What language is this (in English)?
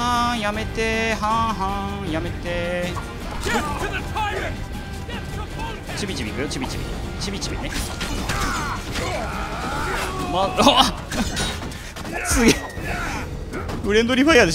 Japanese